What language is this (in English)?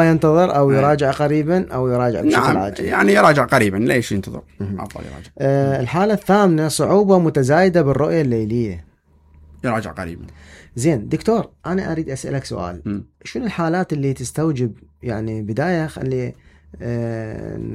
Mesopotamian Arabic